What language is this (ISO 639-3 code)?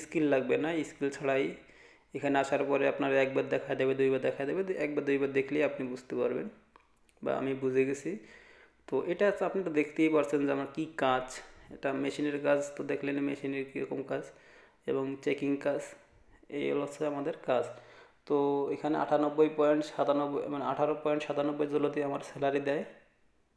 ben